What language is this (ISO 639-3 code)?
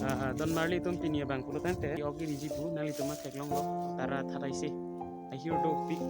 mjw